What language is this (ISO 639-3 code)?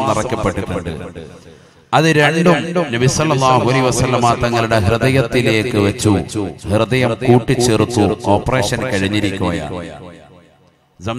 mal